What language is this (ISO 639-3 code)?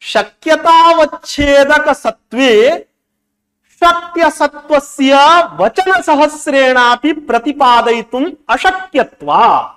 san